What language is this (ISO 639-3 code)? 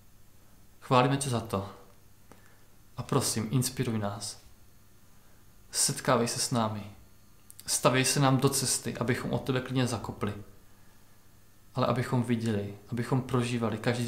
ces